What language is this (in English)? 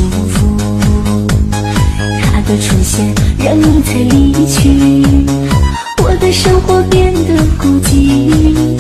Chinese